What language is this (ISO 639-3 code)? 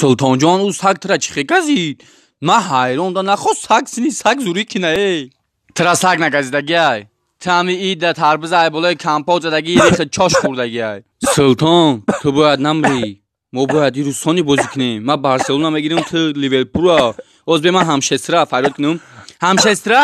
tgk